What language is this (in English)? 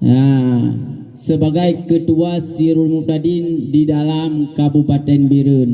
Achinese